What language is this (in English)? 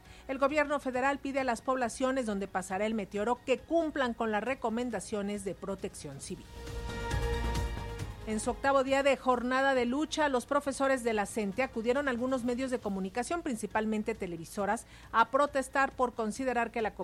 Spanish